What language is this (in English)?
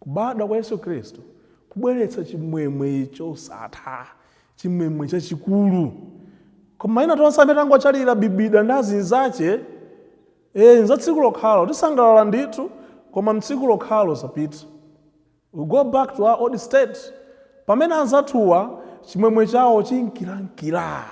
Nyanja